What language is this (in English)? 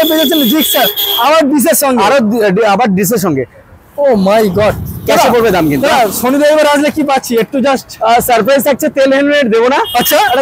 Bangla